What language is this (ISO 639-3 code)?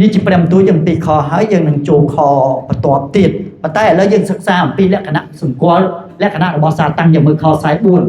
khm